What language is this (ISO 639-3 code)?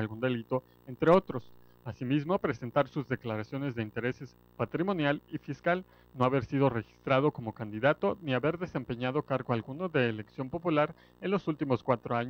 spa